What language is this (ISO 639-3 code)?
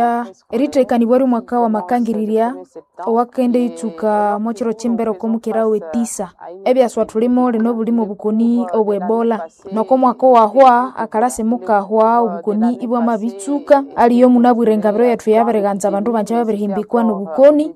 nnb